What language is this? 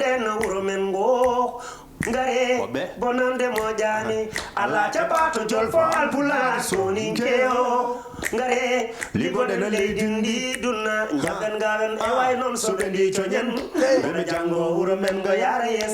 Fula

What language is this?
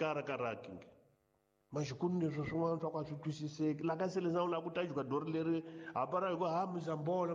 Tsonga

